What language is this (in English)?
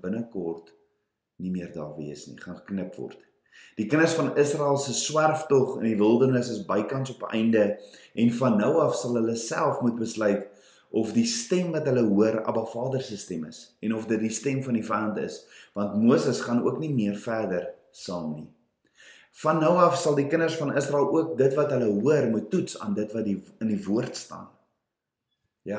Afrikaans